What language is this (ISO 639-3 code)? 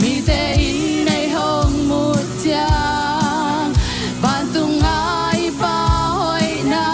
ctd